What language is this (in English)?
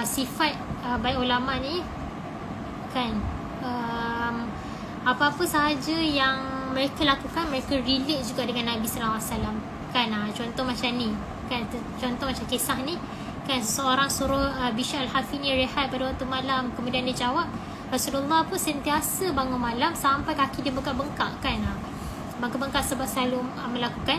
Malay